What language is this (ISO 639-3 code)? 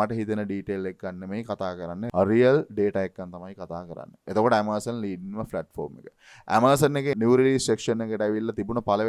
sin